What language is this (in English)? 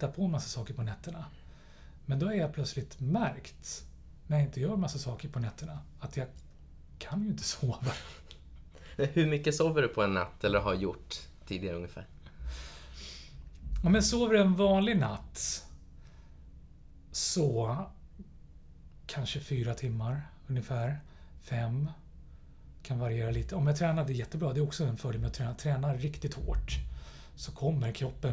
Swedish